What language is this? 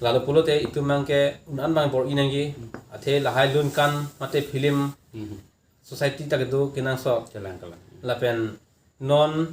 Karbi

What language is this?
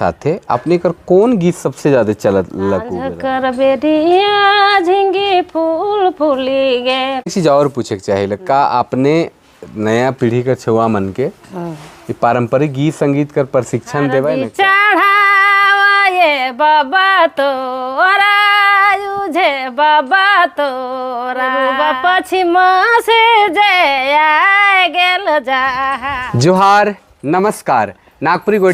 Sadri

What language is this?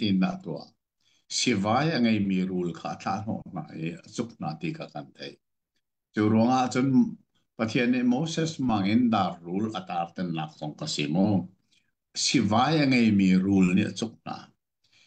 Hakha Chin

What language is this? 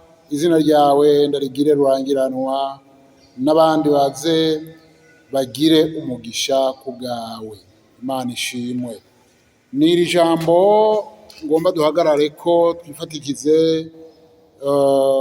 Rundi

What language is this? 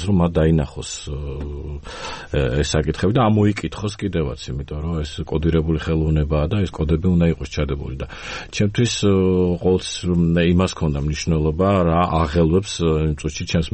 Georgian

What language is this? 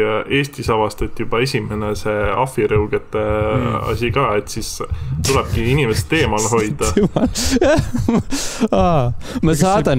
Estonian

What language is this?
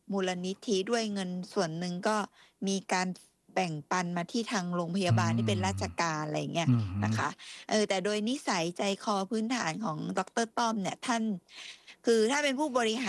Thai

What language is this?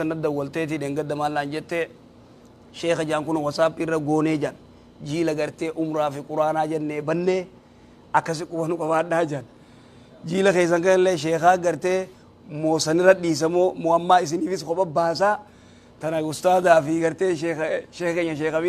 Oromo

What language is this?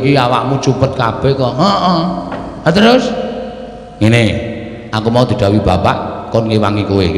Javanese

